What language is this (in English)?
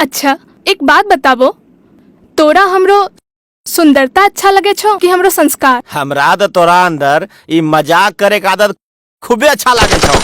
Angika